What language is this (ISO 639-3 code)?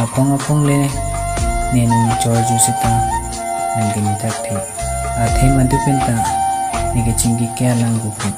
mjw